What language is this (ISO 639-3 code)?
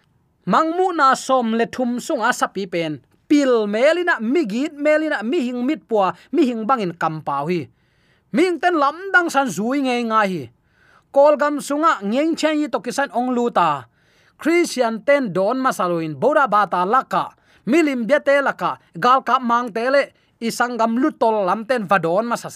ctd